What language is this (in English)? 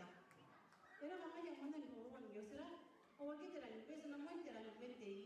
Gilbertese